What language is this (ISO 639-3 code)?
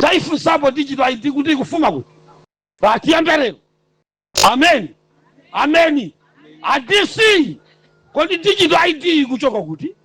nya